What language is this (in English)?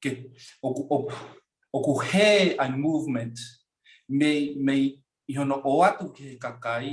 Tongan